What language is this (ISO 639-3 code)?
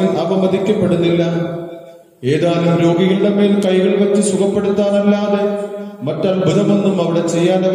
mal